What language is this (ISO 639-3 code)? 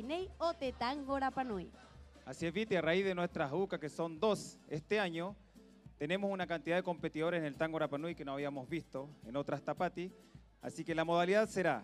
rap